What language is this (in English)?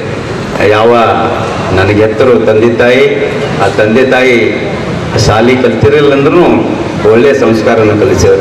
Kannada